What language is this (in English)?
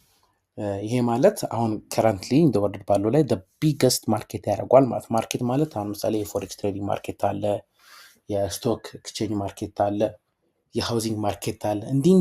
Amharic